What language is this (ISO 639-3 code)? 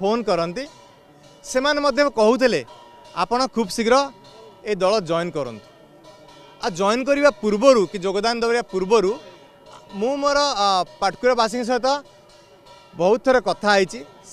ori